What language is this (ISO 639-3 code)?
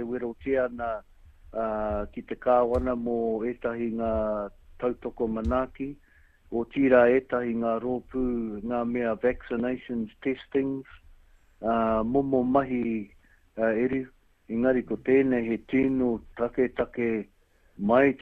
mri